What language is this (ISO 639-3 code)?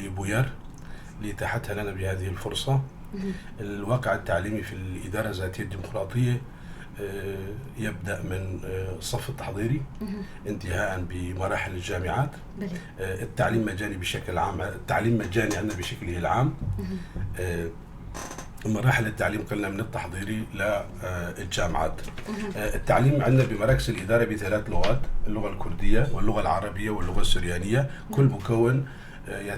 apc